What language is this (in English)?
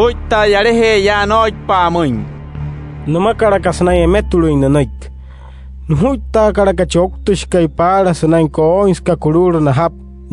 Wayuu